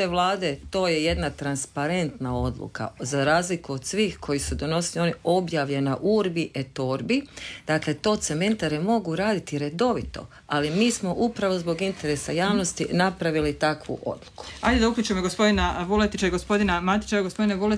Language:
Croatian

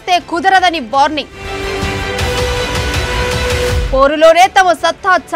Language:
Telugu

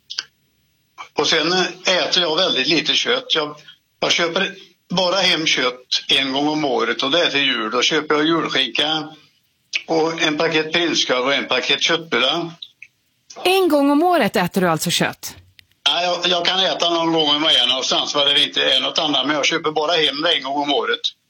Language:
Swedish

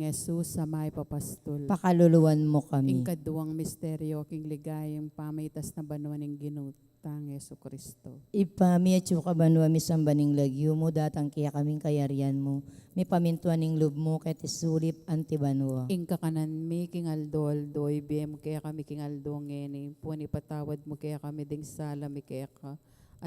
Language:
Pampanga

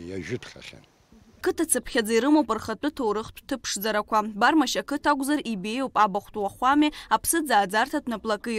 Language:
Abkhazian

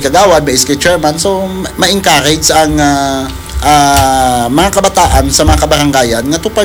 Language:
Hiligaynon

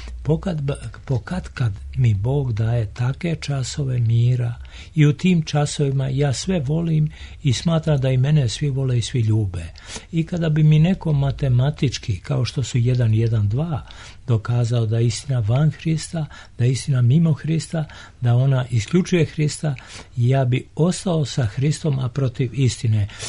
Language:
Serbian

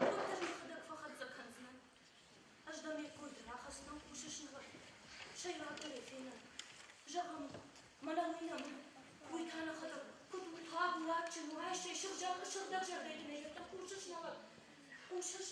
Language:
Ossetic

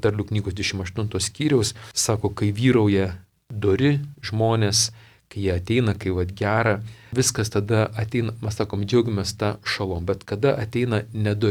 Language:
Lithuanian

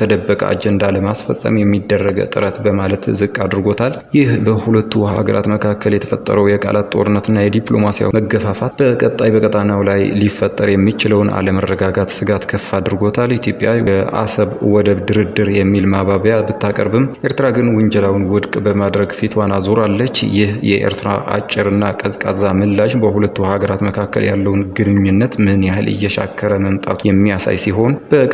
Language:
Amharic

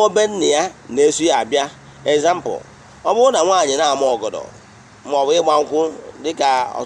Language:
Igbo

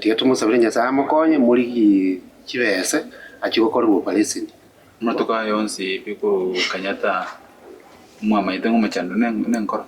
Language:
Gusii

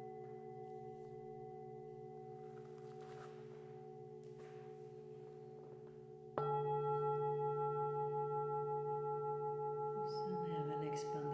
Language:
Swedish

